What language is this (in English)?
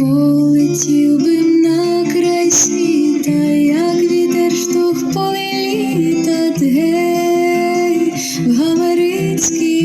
Rusyn